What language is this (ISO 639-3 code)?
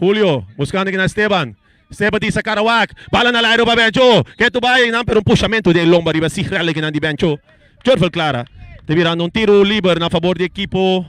pap